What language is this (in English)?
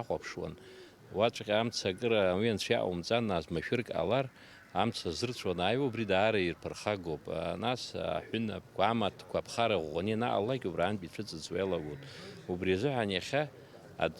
Abkhazian